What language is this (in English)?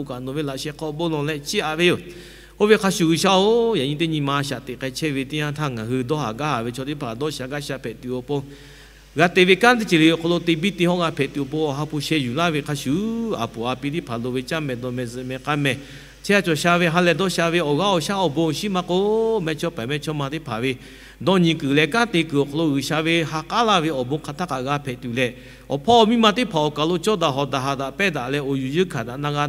Lahu